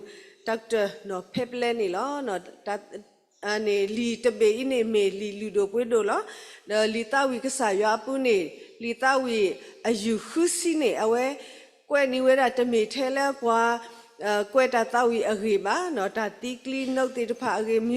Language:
S'gaw Karen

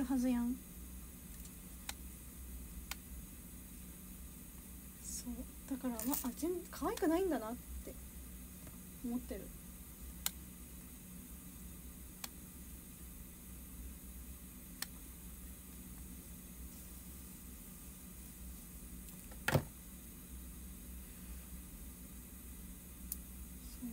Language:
Japanese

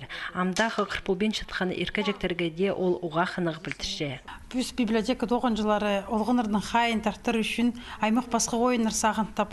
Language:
Khakas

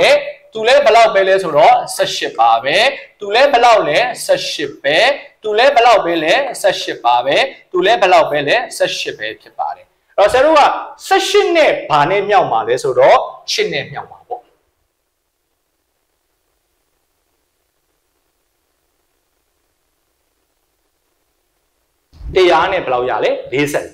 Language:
Burmese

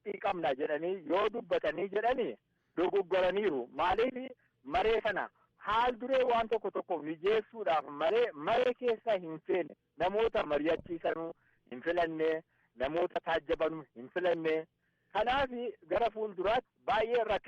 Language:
Oromo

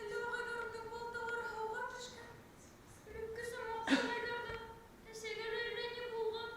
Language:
Bashkir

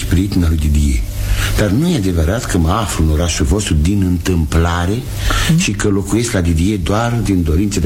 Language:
Romanian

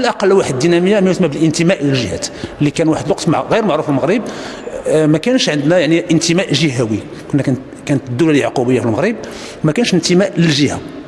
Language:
Moroccan Arabic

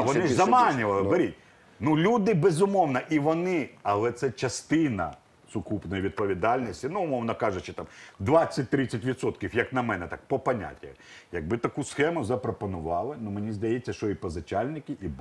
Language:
Ukrainian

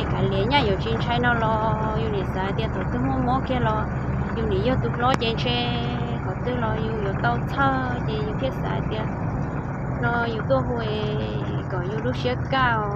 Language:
Hmong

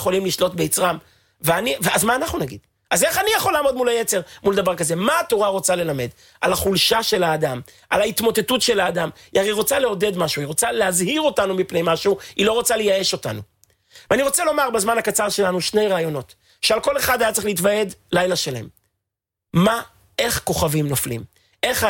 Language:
Hebrew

